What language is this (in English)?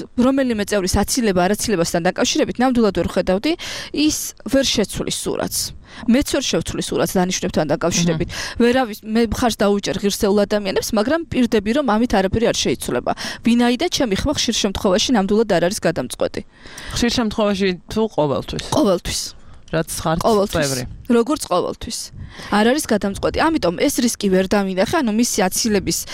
Georgian